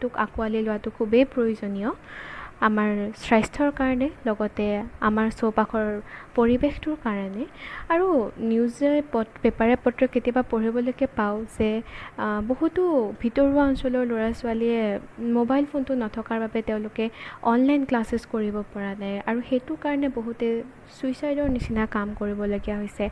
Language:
Assamese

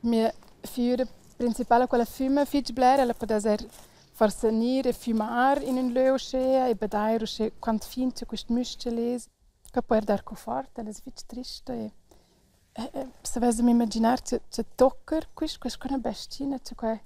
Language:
Romansh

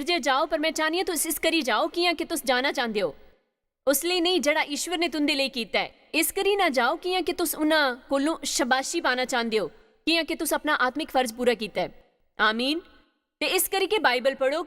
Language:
Dogri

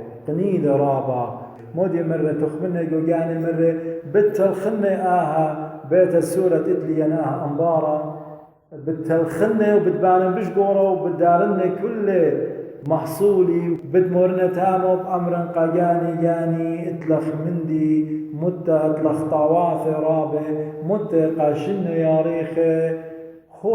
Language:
Assyrian Neo-Aramaic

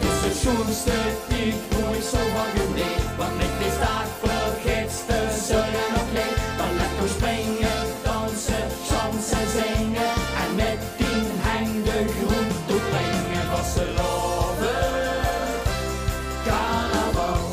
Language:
Limburgish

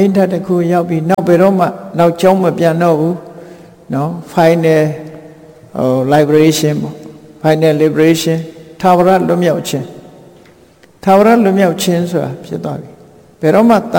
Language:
Burmese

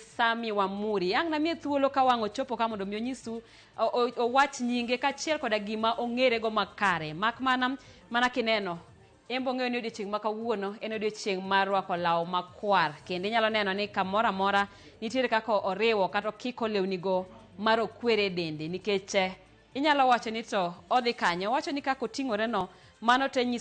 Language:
Luo (Kenya and Tanzania)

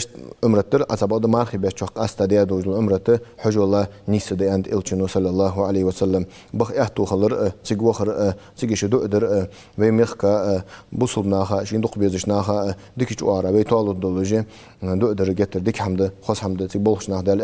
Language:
Ingush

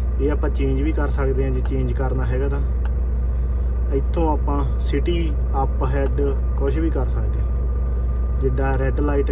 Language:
Punjabi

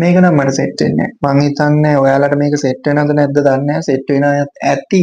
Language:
Sinhala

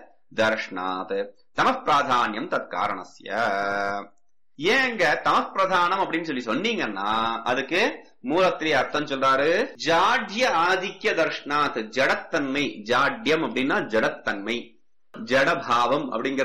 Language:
Tamil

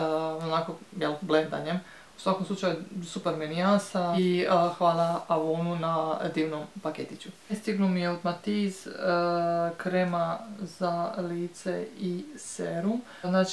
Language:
Croatian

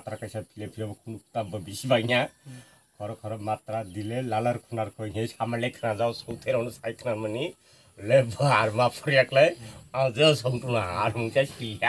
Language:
Kok Borok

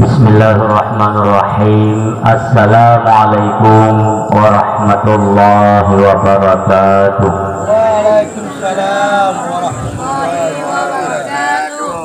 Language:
Achinese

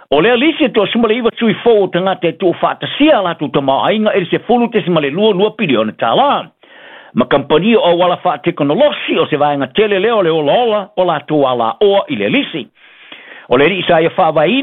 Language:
Samoan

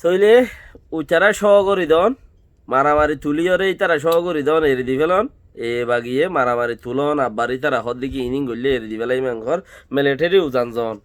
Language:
Rohingya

